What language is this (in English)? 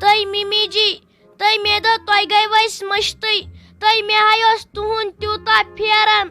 Kashmiri